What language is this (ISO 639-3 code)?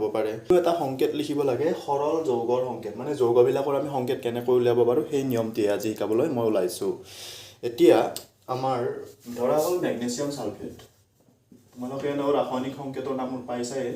asm